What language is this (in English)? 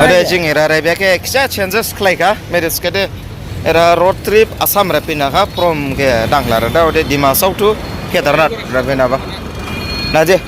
Dimasa